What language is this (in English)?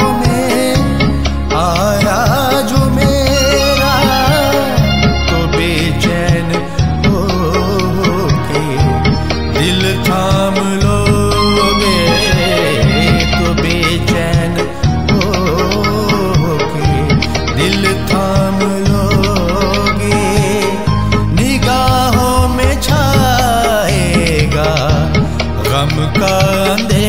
Hindi